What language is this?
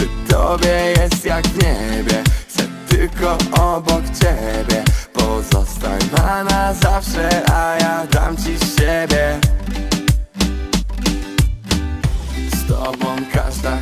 Polish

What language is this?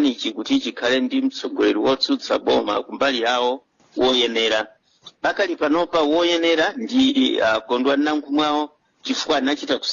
Nyanja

